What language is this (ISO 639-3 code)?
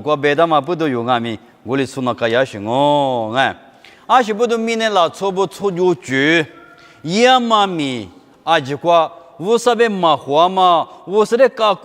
lis